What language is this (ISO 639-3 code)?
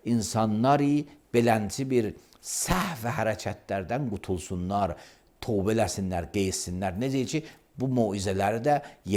aze